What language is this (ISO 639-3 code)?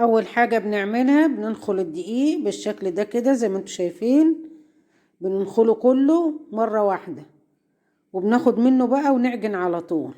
arz